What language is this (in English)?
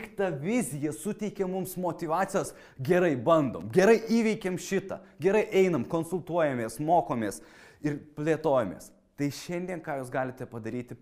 Lithuanian